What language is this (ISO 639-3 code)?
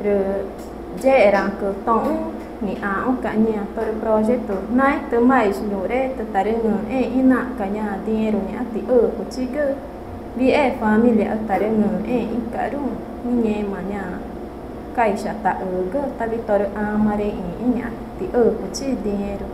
tca